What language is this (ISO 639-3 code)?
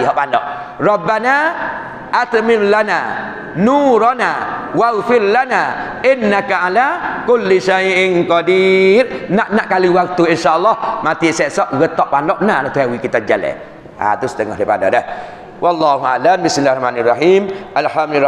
msa